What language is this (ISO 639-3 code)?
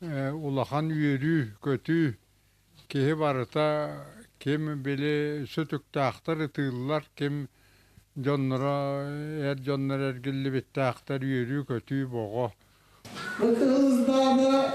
sah